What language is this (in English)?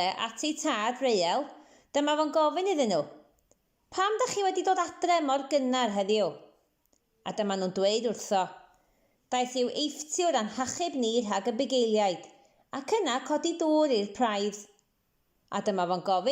Welsh